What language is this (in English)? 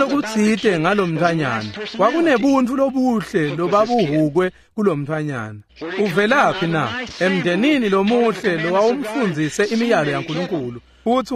Swati